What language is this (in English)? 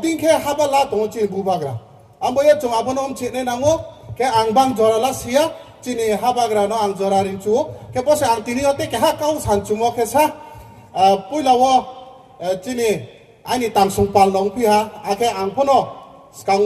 Riang (India)